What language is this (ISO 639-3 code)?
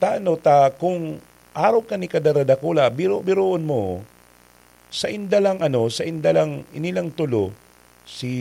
bik